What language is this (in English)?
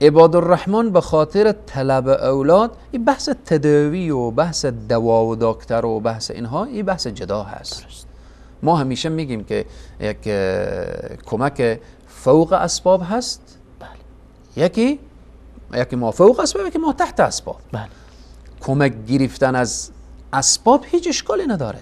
Persian